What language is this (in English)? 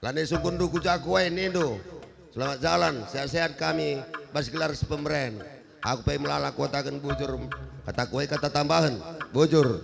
Batak Karo